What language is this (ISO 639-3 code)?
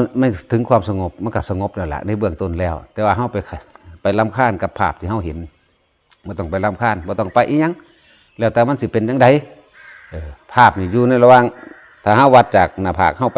tts